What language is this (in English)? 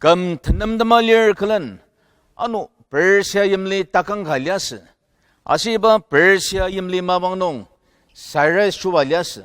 Ao Naga